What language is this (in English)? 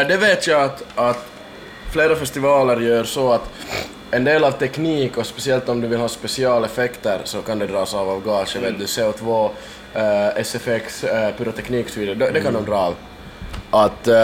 Swedish